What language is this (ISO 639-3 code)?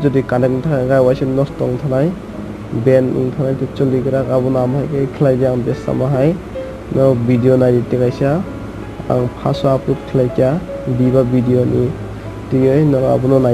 trp